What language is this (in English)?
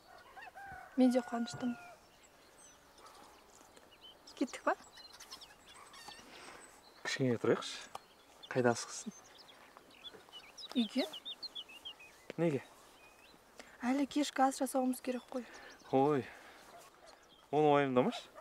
Kazakh